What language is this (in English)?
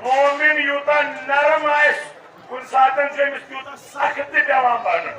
Kashmiri